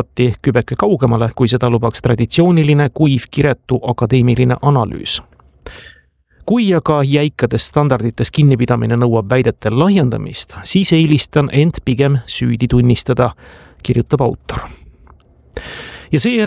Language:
Estonian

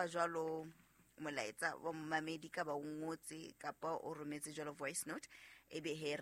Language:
Southern Sotho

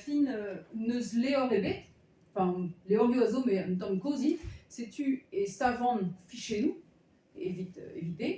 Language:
Breton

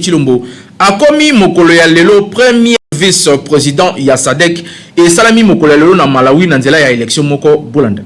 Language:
Lingala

